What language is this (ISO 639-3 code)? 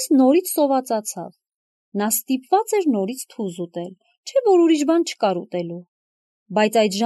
hye